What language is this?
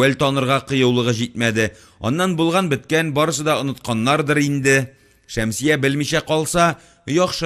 Tatar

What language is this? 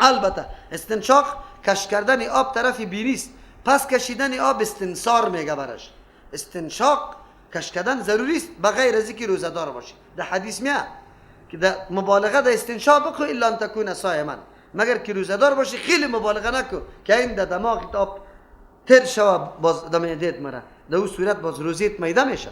Persian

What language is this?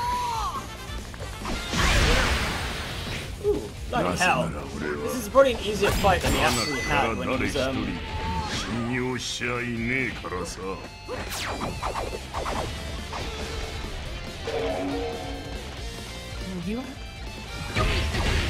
Japanese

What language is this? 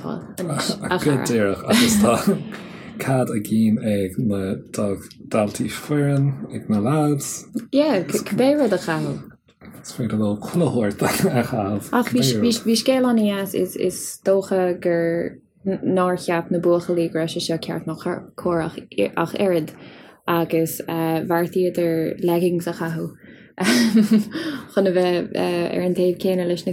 Irish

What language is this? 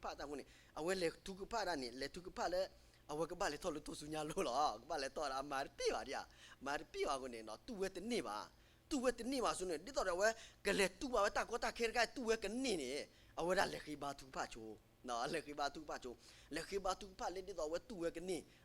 S'gaw Karen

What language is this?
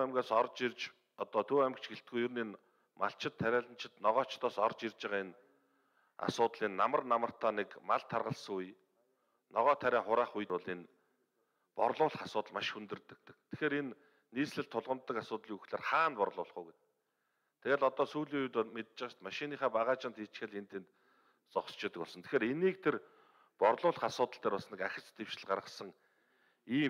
Mongolian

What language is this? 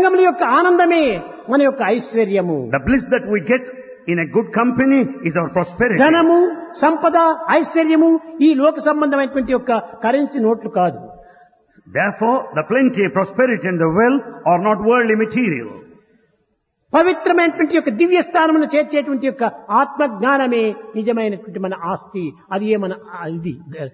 Telugu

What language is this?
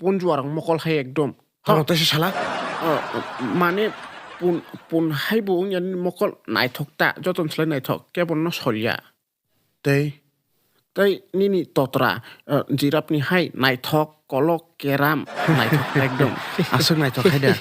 Kok Borok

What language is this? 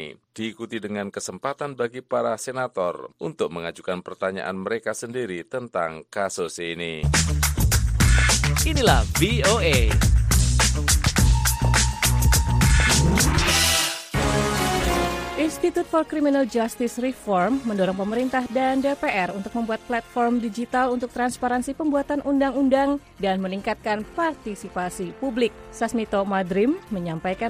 Indonesian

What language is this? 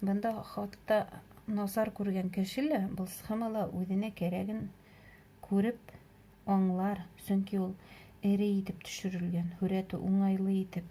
Bashkir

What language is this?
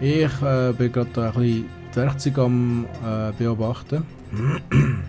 Swiss German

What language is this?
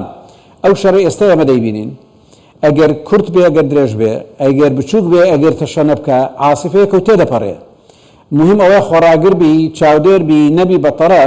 Central Kurdish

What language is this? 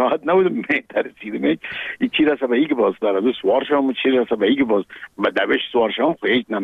Persian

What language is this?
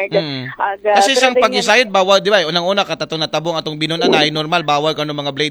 Aklanon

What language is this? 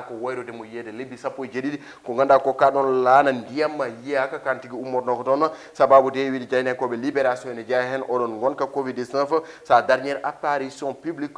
Fula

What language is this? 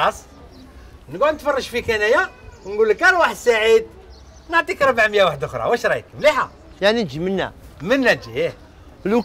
Algerian Arabic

